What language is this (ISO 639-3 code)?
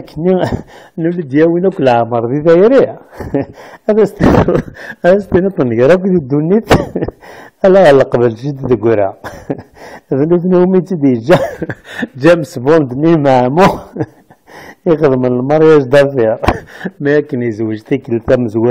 kab